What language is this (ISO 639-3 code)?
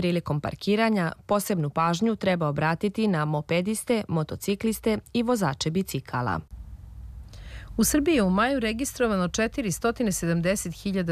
srp